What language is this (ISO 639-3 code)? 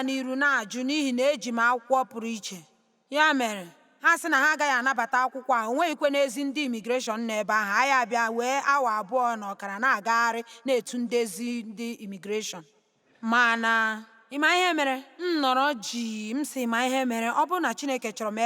ibo